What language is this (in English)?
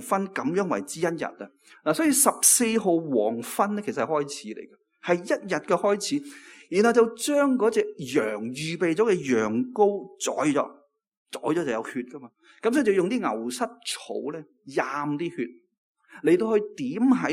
Cantonese